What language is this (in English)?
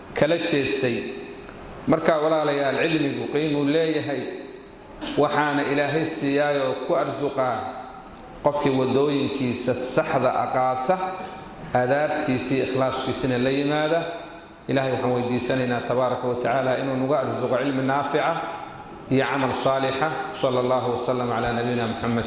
Somali